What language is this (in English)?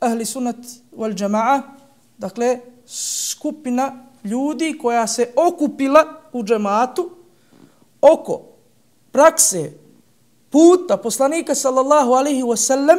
Bosnian